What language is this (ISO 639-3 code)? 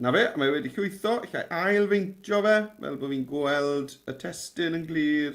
cym